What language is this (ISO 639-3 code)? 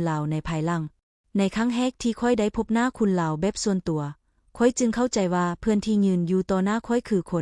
lao